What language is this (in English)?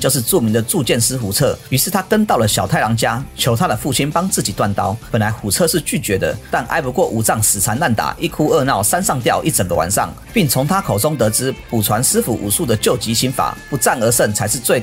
Chinese